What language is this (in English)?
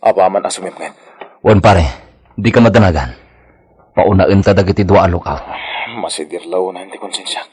Iloko